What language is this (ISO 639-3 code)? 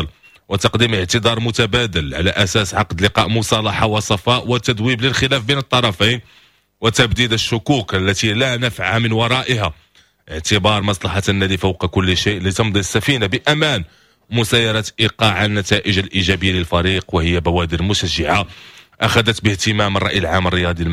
ary